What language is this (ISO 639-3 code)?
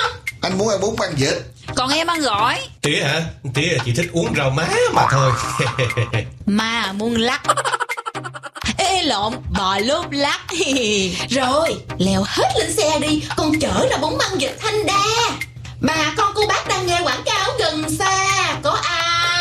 vie